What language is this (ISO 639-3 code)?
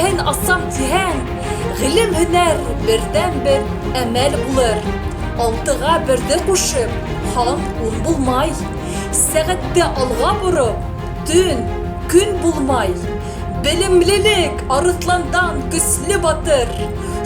bak